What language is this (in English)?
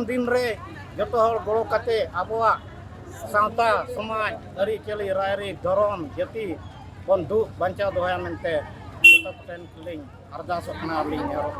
Santali